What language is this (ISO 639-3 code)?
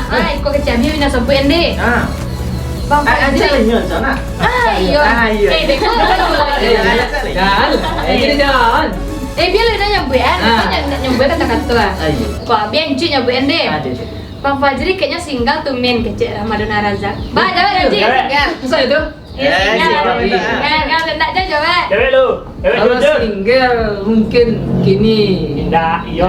min